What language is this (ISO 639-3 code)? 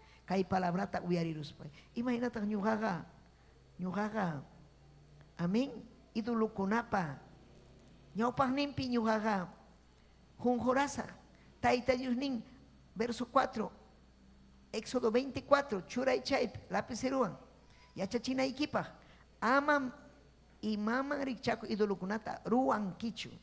quy